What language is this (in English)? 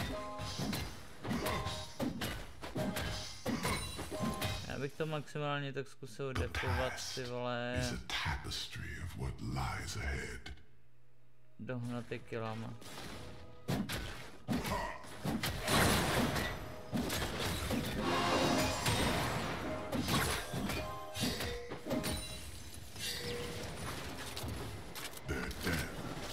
Czech